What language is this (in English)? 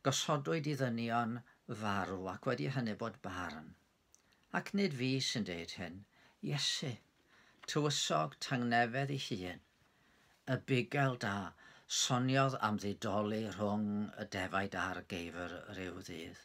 Welsh